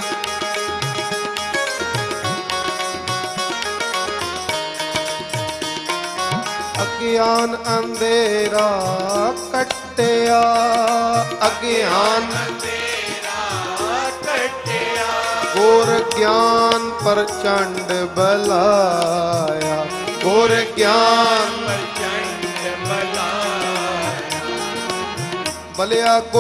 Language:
Punjabi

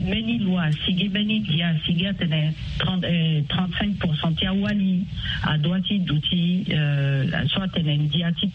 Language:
Sango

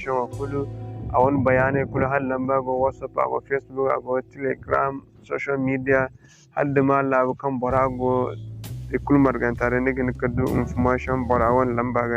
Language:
Zarma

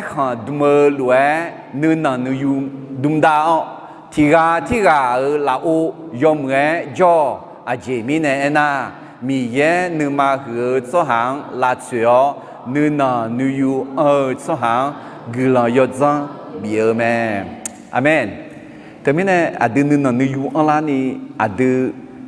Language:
Akha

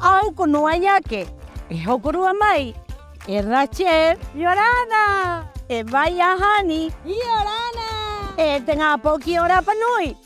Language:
Rapanui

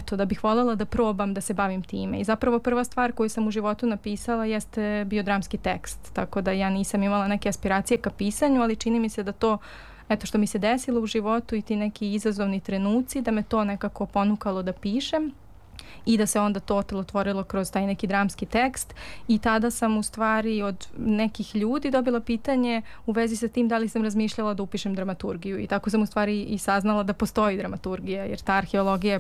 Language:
Serbian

